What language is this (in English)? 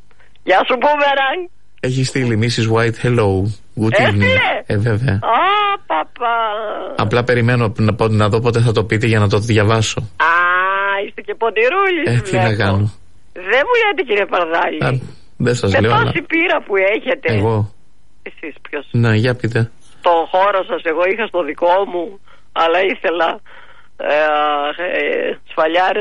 Greek